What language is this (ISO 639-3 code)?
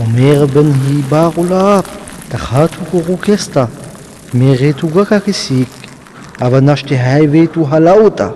rmo